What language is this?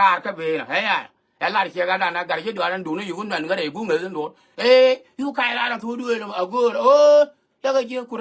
Nuer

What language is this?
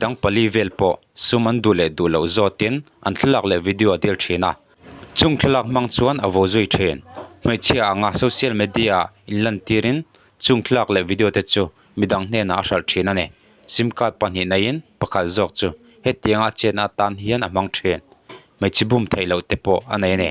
Mizo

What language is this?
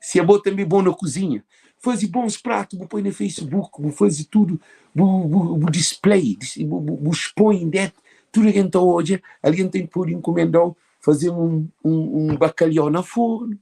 Kabuverdianu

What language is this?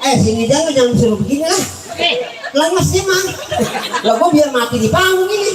Betawi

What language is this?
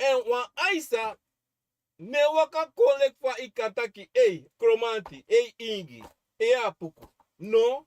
Sranan Tongo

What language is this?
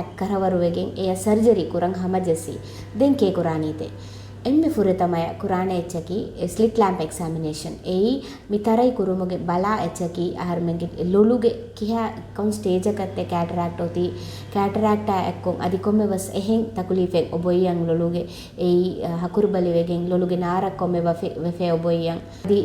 Divehi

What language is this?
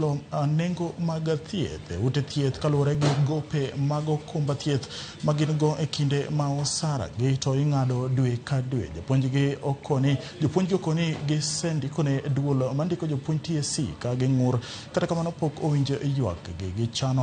Luo (Kenya and Tanzania)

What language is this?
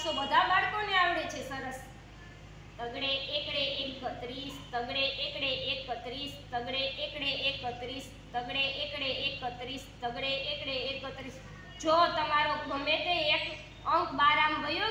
Gujarati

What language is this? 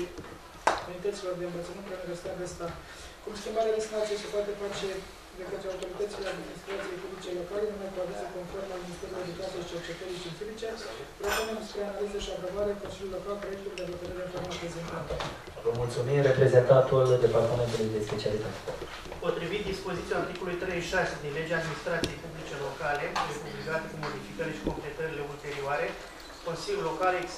Romanian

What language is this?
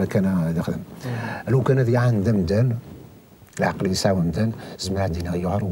Kabyle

